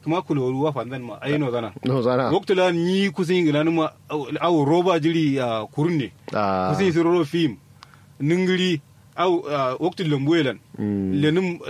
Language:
Kanuri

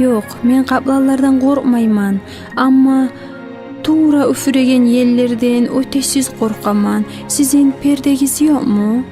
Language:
Kumyk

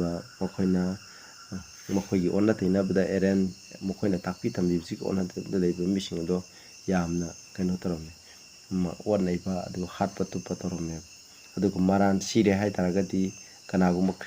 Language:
Manipuri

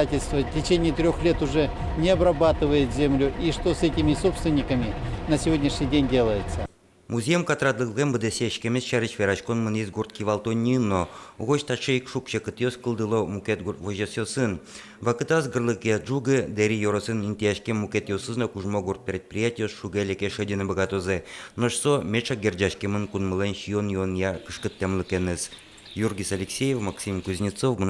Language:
Udmurt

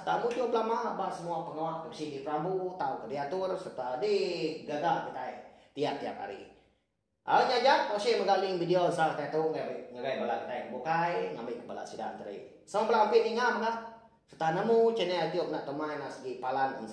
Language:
Iban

